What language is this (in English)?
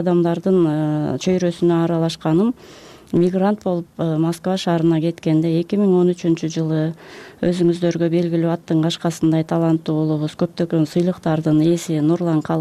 Kyrgyz